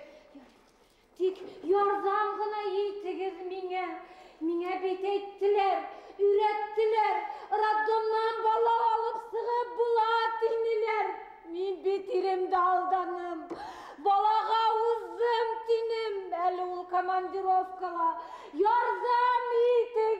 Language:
Bashkir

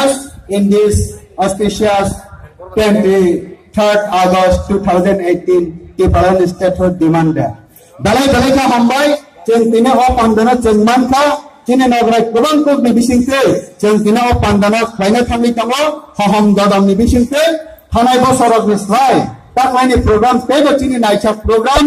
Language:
Kok Borok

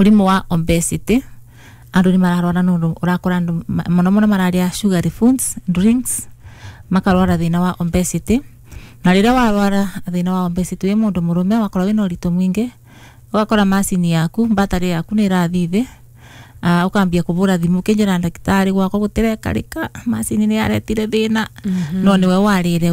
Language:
Kikuyu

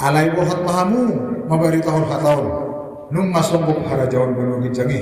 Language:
Batak Toba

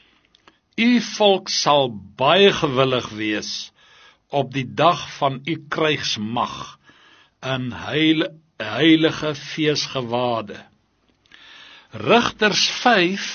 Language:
Afrikaans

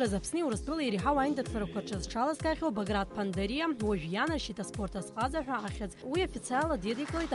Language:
Abkhazian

